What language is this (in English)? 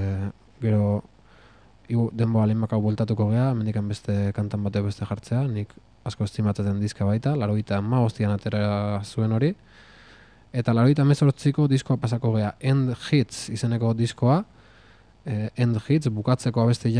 Basque